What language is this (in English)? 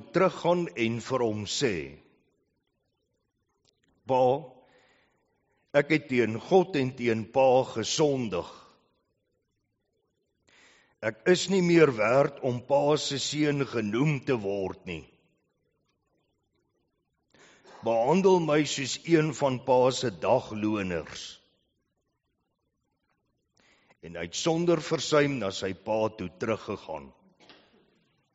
Afrikaans